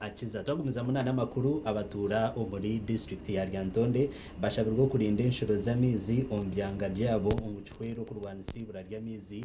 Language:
Nyankole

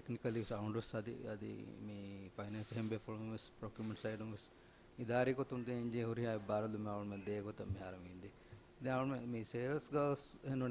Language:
Divehi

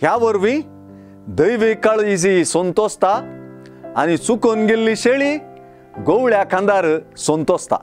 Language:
Konkani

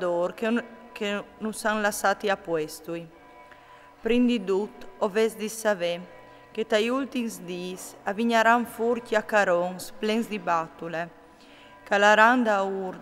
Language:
Friulian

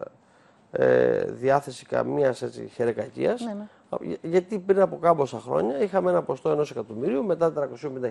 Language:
Greek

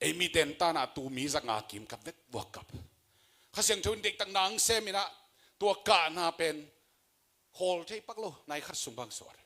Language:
Tedim Chin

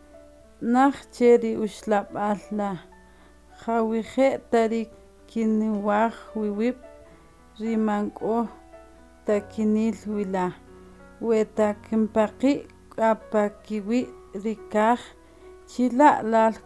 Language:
Kʼicheʼ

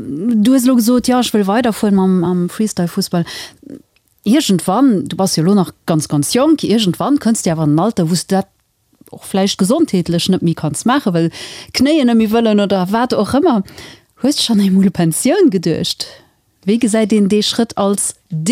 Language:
Luxembourgish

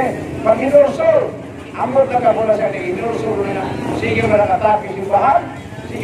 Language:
Cebuano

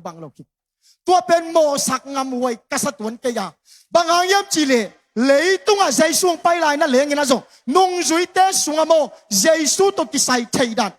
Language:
Tedim Chin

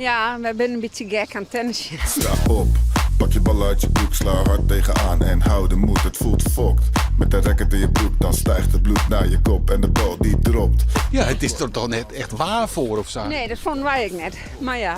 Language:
Western Frisian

